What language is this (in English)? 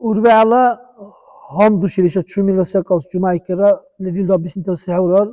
Dargwa